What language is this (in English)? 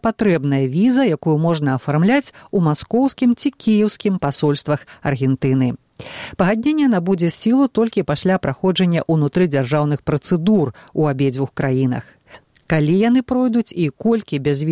Belarusian